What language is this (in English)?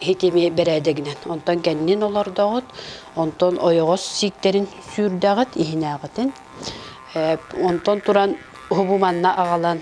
Yakut